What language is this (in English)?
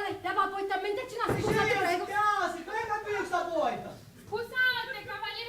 Sicilian